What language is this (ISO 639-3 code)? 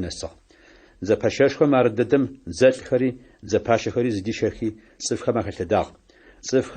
ady